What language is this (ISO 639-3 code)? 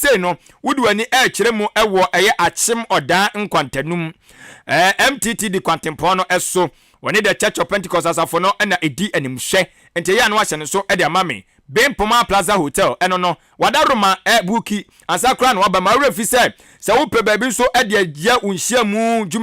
aka